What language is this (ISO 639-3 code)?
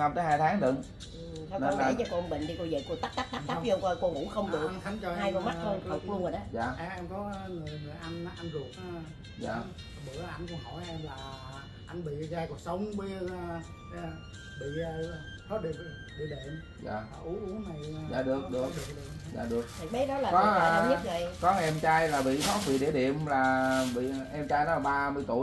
vie